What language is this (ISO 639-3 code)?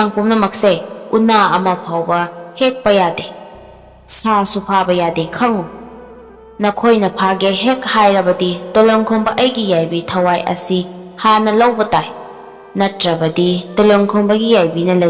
mni